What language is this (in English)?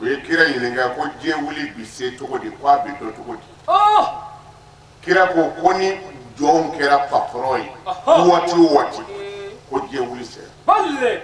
Bambara